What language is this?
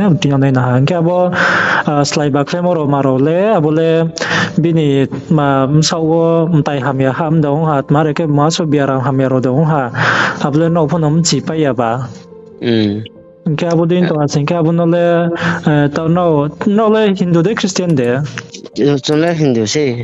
Riang (India)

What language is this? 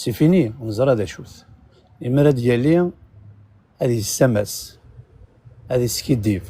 Kabyle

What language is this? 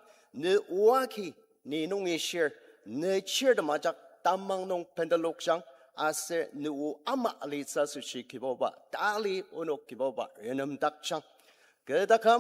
Ao Naga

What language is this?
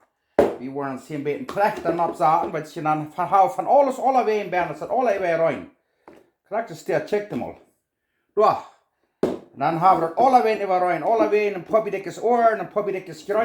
Plautdietsch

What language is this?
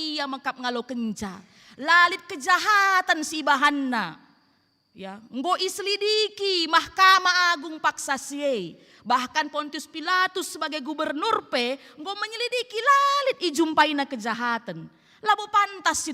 Batak Karo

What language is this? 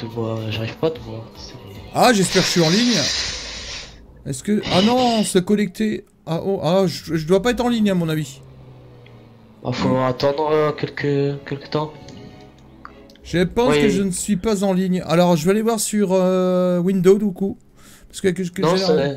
French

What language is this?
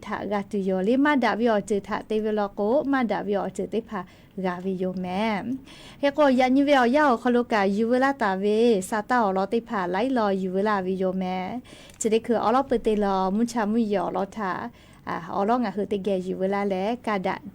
Lahu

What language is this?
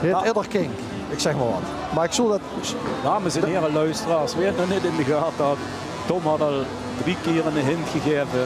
Limburgish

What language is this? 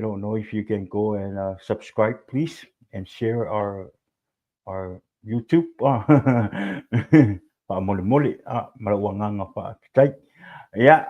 Samoan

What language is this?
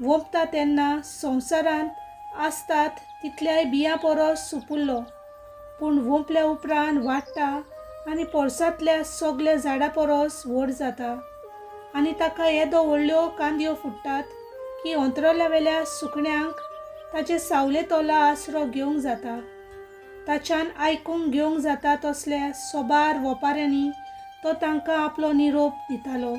Konkani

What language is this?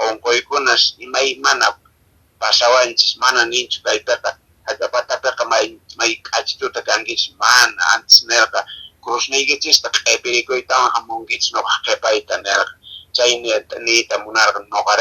Quechua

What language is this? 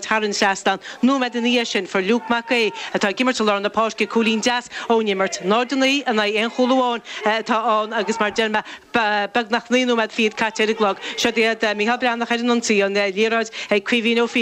Irish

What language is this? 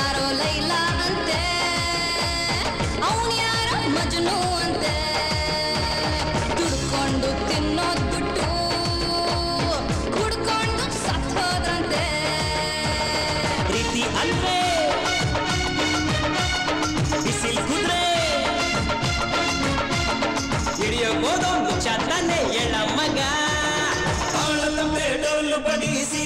Kannada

